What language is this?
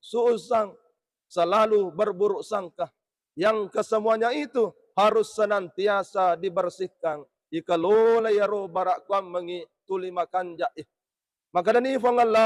Buginese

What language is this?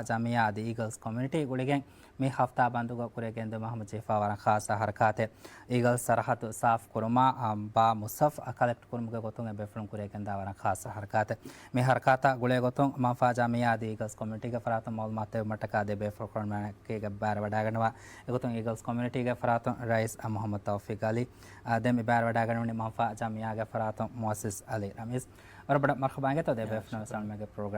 Divehi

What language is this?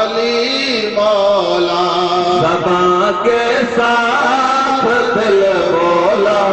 Saraiki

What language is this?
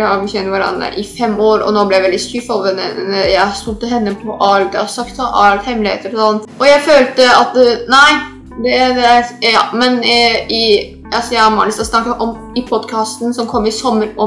Norwegian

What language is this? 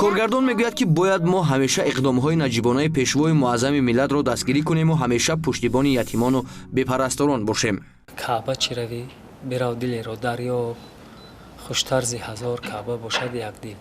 Tajik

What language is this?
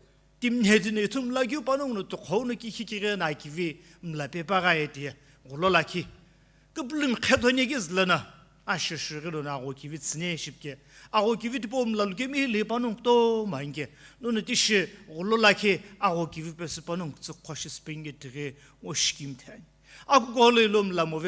Sumi Naga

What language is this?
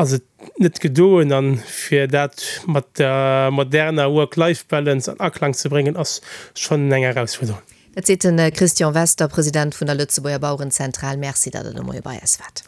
Luxembourgish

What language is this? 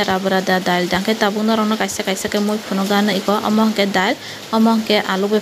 Kok Borok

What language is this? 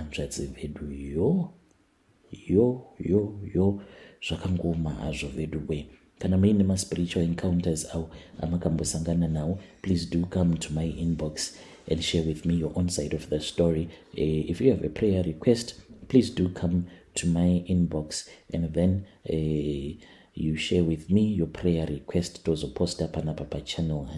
Shona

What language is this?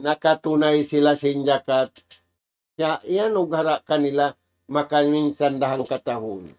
Tausug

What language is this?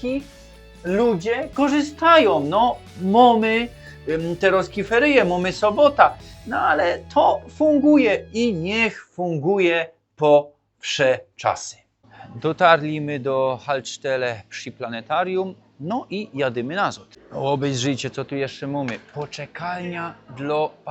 Silesian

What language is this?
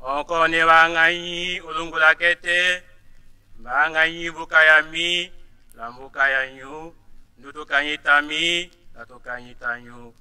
Tetela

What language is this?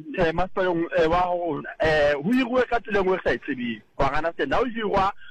Southern Sotho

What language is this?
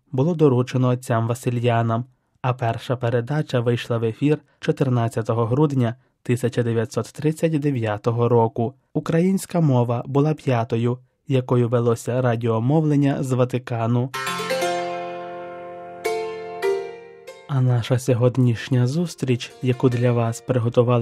Ukrainian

